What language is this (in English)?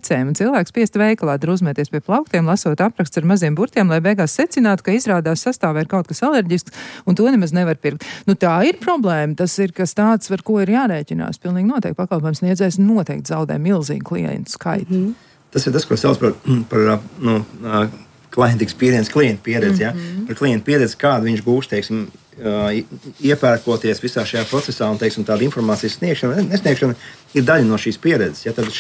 Latvian